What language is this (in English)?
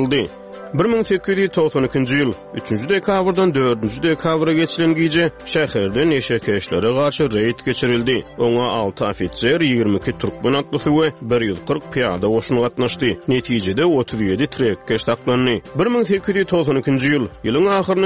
Turkmen